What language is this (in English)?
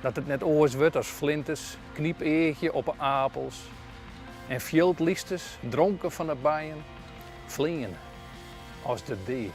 Western Frisian